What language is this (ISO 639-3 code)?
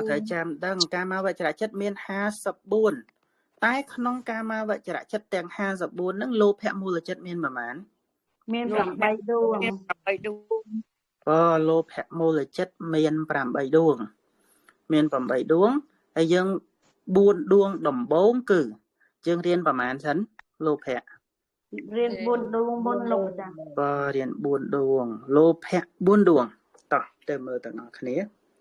khm